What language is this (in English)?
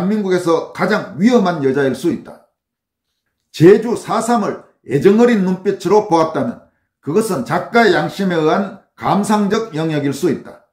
Korean